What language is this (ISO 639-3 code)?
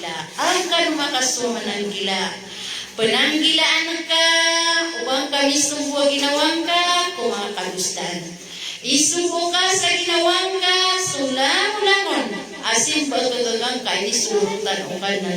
mrw